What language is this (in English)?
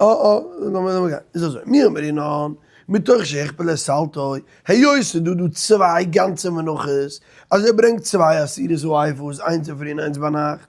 Yiddish